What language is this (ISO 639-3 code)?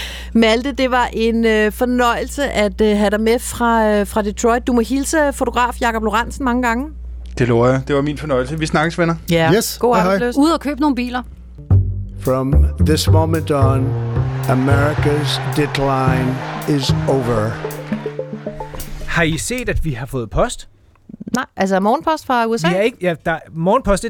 dan